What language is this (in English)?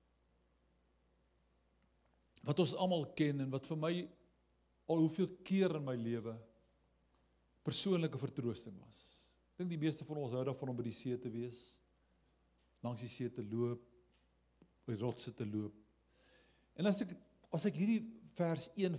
Afrikaans